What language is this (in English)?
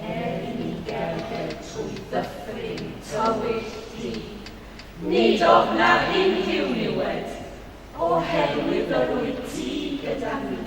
Welsh